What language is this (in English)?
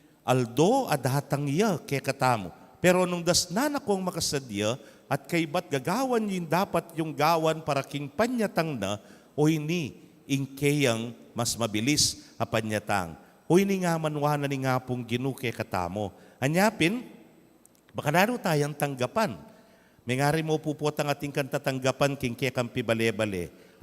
Pampanga